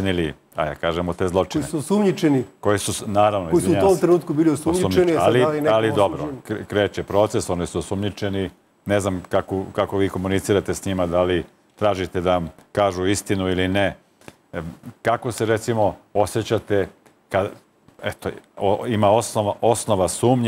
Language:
Serbian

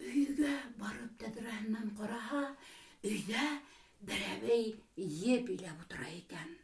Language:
Bashkir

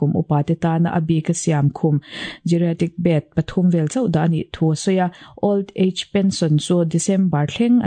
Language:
Mizo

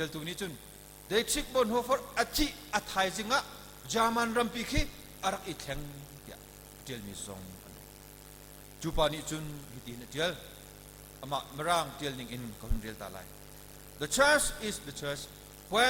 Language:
Hakha Chin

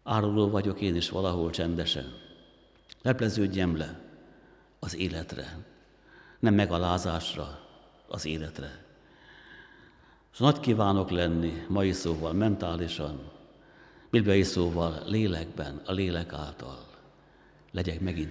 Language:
Hungarian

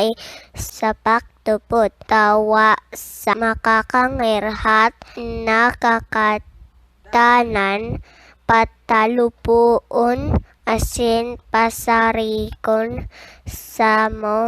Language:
Bikol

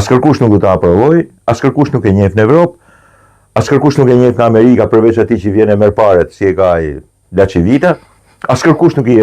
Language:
Albanian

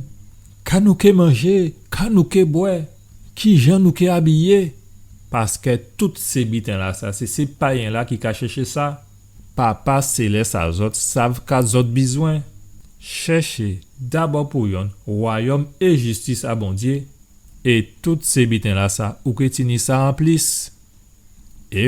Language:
Guadeloupean Creole French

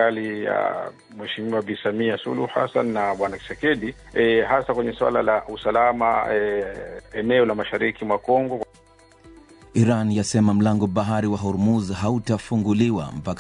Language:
Swahili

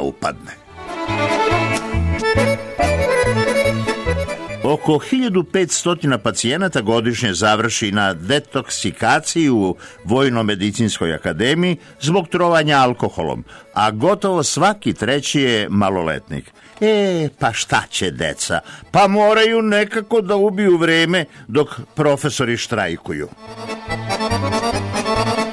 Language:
Serbian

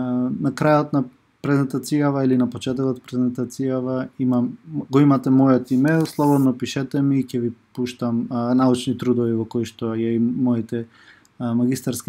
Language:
Macedonian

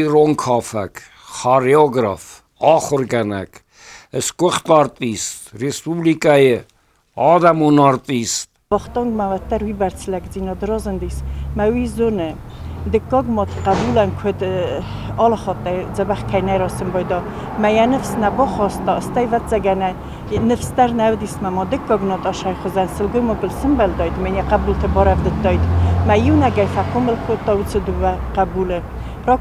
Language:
Ossetic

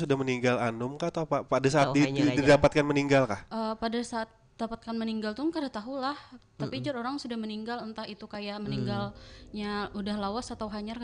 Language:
Banjar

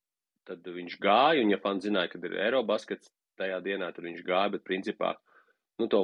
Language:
Latvian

